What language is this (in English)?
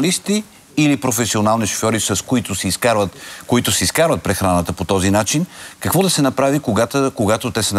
Bulgarian